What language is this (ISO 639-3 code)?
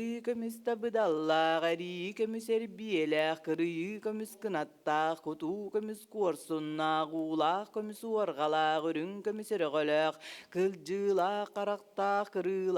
sah